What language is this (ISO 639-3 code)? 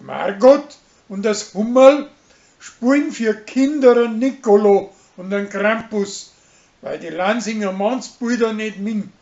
bar